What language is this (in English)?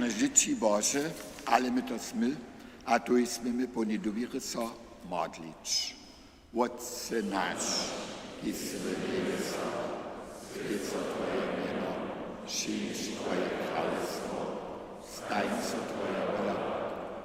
Upper Sorbian